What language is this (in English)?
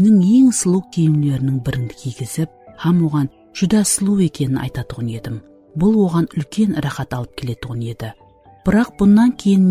Kara-Kalpak